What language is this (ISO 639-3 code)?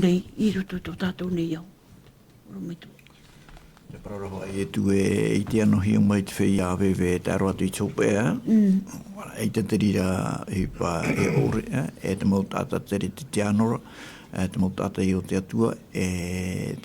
tah